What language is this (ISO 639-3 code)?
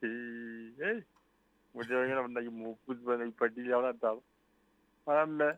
sot